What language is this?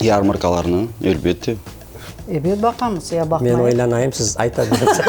Crimean Tatar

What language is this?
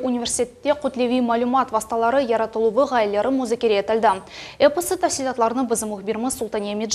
Crimean Tatar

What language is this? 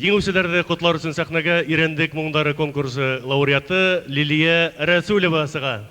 Bashkir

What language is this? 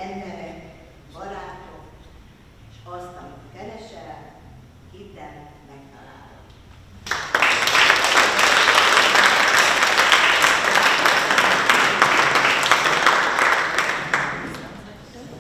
Hungarian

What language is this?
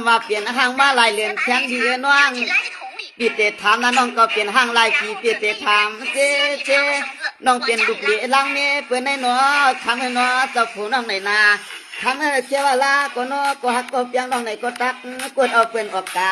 Shan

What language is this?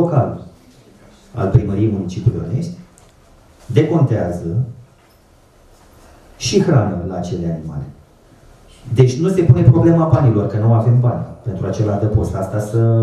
Romanian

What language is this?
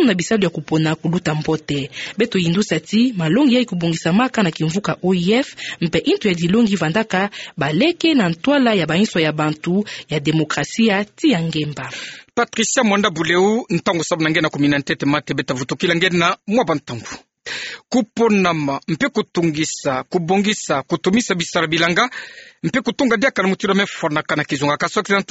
Kituba (Democratic Republic of Congo)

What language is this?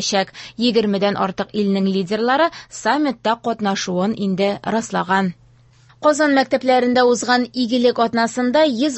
Tatar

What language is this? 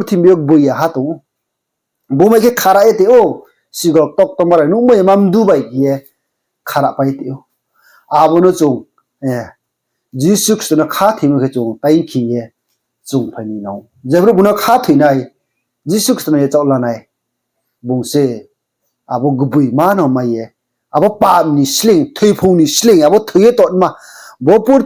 Riang (India)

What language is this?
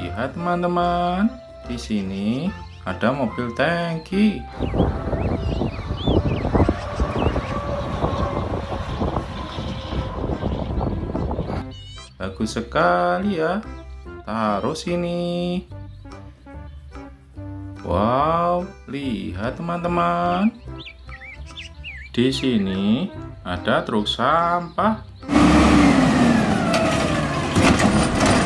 Indonesian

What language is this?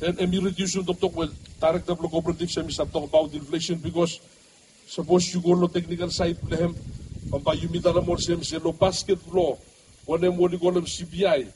Bislama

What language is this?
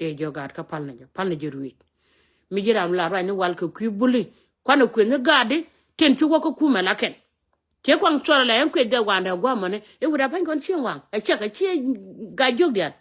Nuer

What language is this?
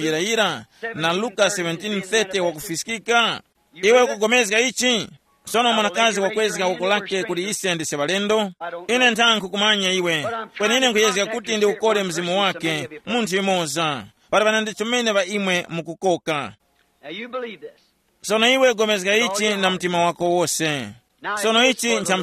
Tumbuka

